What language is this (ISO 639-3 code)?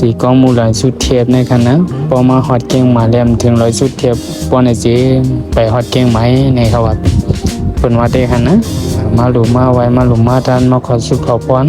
shn